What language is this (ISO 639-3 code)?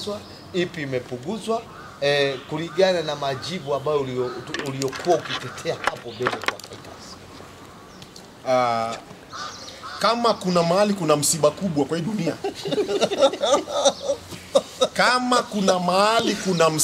swa